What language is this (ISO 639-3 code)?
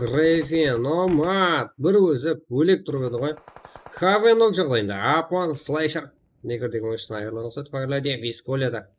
kaa